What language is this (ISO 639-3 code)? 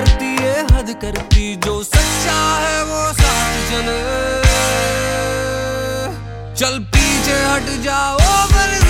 hin